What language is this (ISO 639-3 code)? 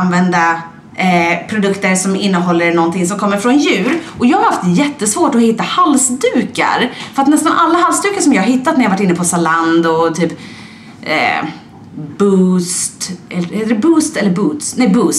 swe